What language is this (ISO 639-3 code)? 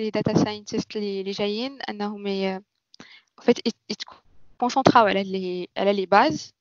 ary